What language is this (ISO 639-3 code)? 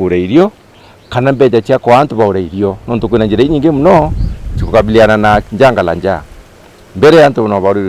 mer